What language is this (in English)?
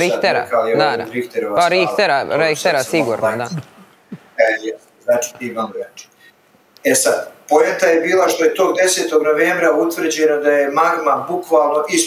Serbian